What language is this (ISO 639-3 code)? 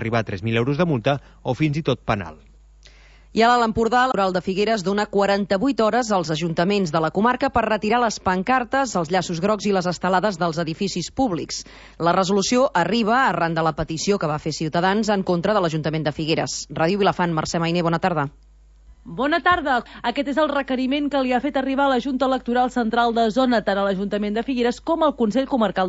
cat